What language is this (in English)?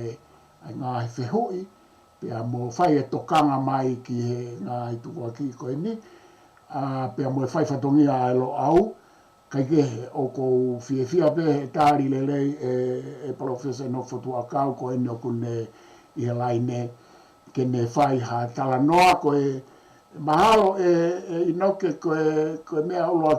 Tongan